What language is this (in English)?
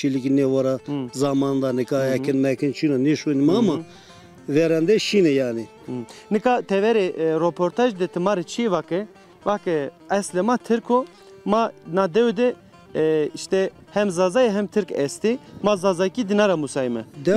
Zaza